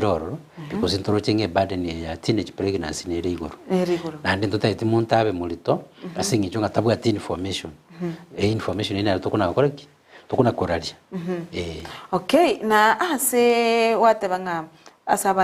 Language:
Gusii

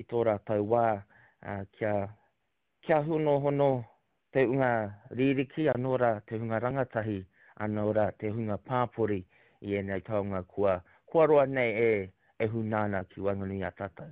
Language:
Māori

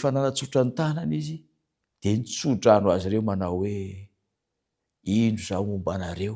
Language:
Malagasy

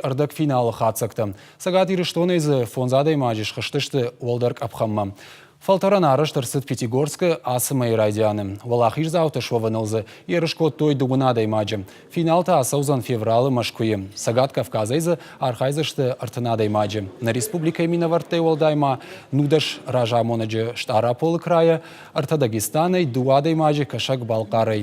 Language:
Ossetic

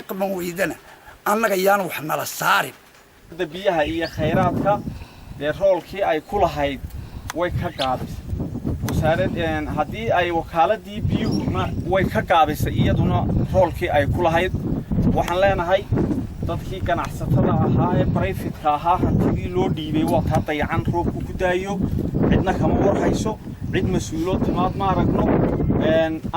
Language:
Somali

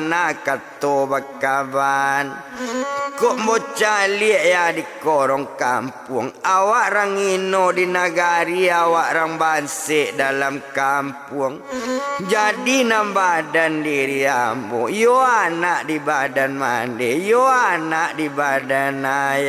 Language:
Minangkabau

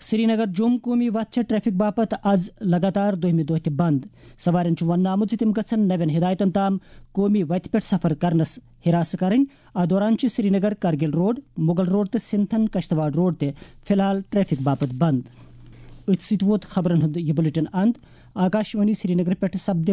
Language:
Kashmiri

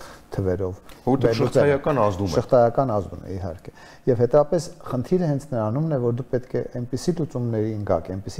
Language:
Armenian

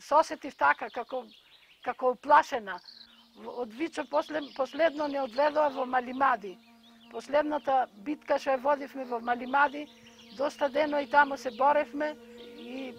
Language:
Macedonian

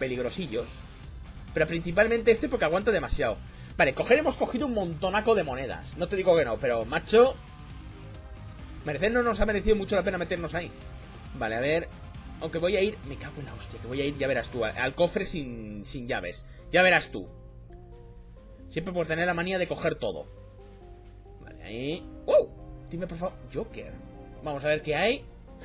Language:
Spanish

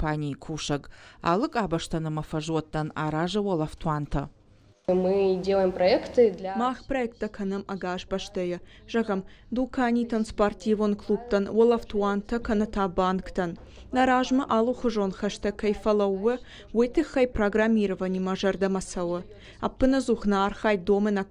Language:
Ossetic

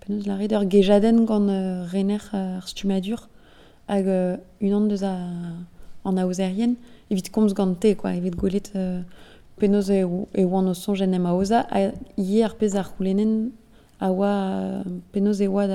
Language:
Breton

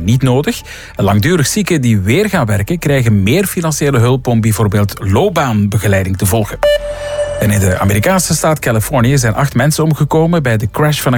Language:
Dutch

